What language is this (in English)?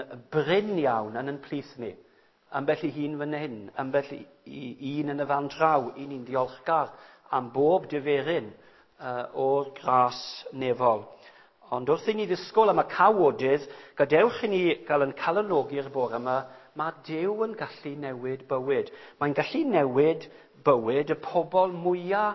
Welsh